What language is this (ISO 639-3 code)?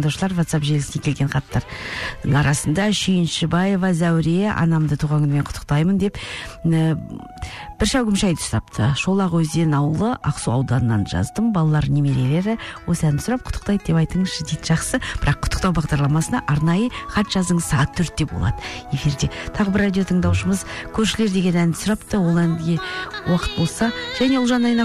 kaz